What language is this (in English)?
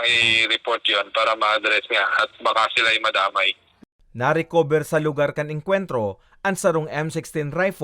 Bikol